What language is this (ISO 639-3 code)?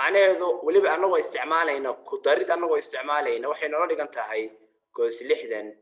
som